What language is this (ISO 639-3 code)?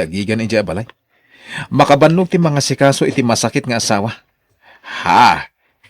ilo